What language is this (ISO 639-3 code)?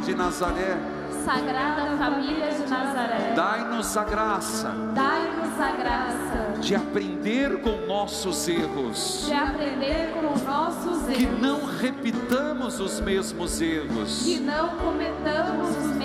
por